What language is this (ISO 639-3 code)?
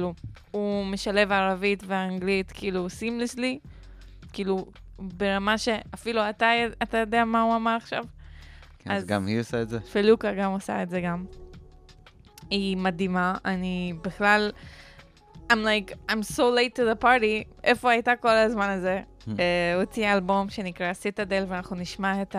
heb